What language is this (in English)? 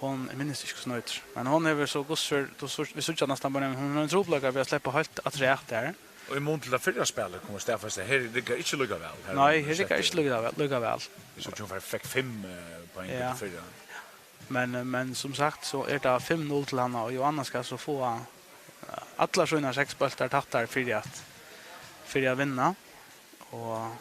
Faroese